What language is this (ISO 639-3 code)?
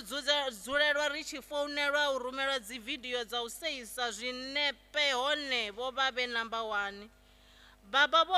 ven